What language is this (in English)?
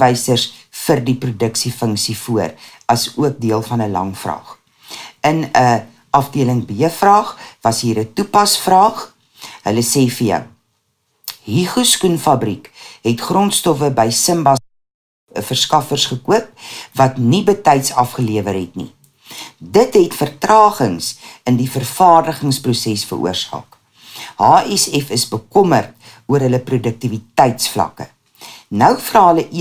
Afrikaans